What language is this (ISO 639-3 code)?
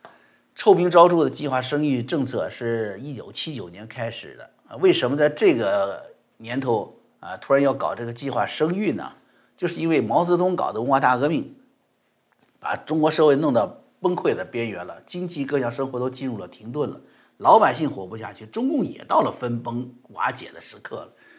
zho